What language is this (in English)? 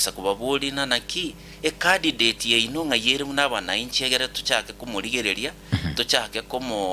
Gusii